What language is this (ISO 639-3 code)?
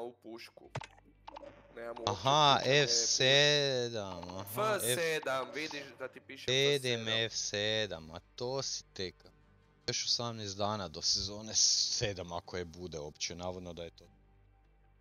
hrv